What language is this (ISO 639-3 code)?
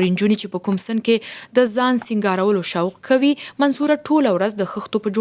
pus